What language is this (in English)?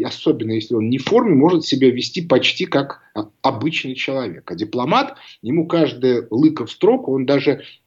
Russian